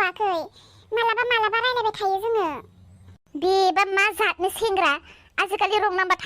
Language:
Bodo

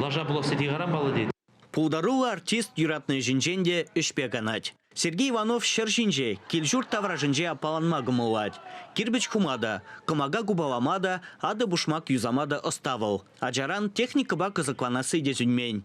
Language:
Chuvash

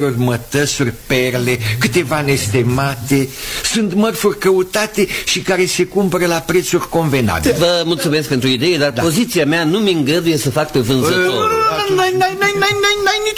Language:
Romanian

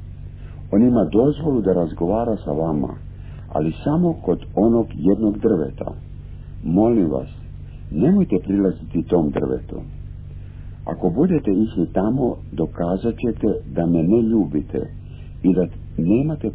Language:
Croatian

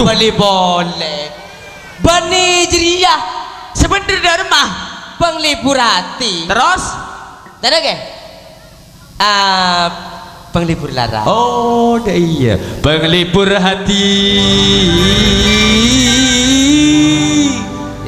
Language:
Madurese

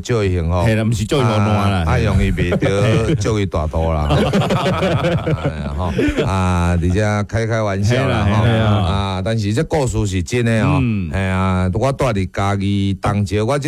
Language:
Min Nan Chinese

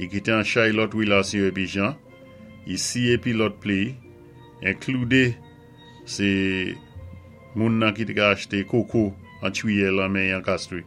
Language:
Saint Lucian Creole French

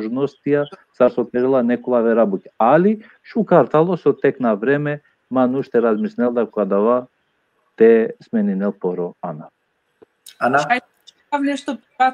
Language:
Balkan Romani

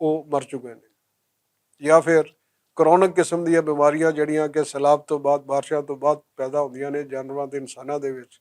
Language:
Western Panjabi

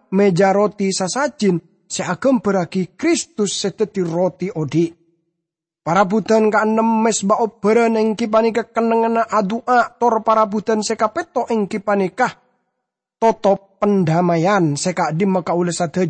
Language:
Madurese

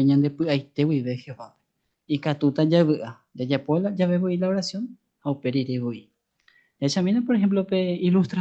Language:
Guarani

